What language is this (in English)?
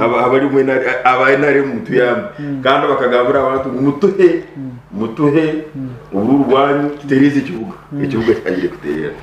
Nyankole